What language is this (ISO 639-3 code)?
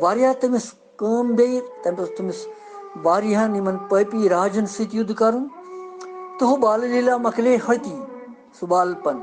kas